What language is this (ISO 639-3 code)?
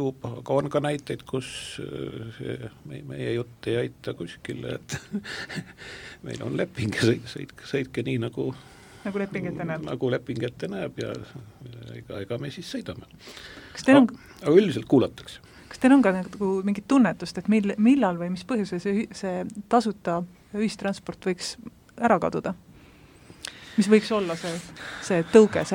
est